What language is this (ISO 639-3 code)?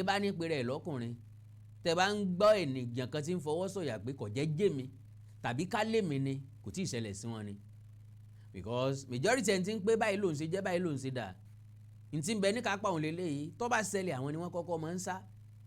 yor